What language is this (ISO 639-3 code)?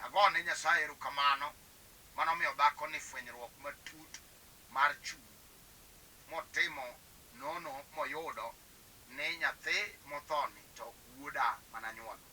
luo